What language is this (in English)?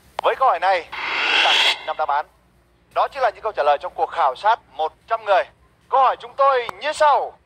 Vietnamese